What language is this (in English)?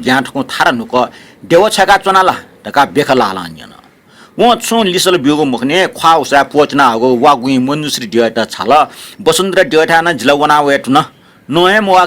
Newari